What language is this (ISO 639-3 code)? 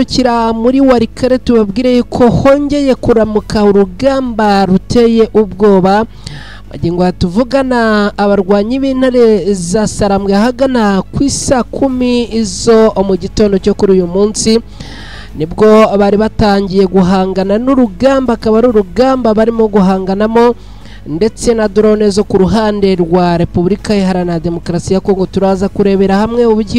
kin